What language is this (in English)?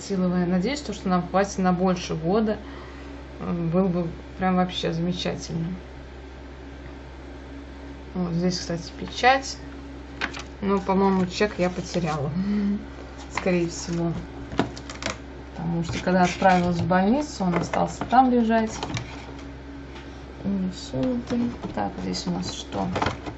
Russian